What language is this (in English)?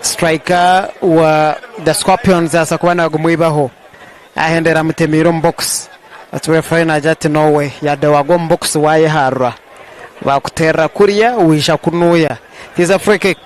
Nyankole